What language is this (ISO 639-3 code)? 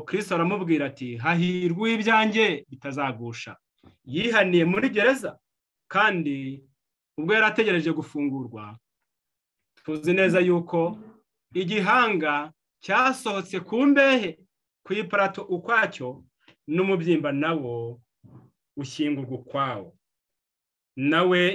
kin